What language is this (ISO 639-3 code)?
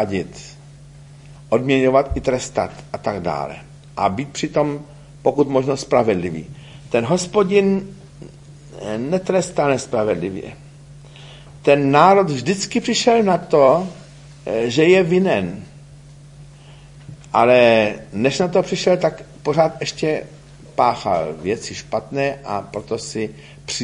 ces